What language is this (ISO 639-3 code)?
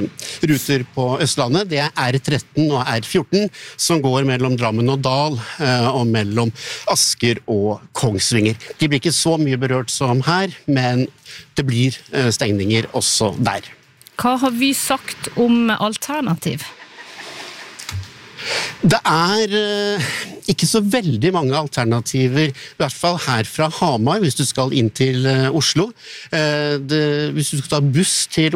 nor